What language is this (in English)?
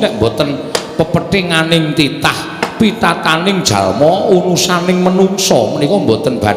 Javanese